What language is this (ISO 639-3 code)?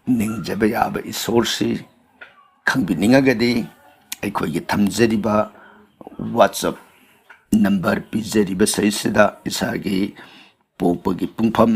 mni